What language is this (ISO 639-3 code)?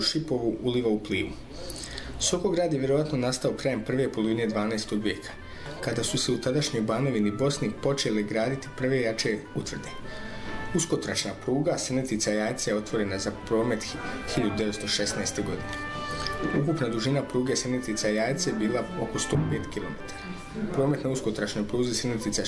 bos